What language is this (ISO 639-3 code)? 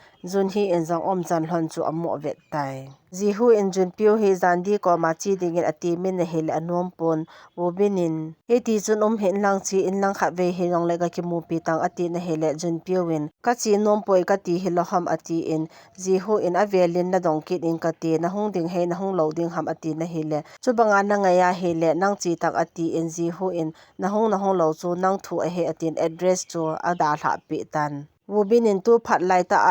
tcz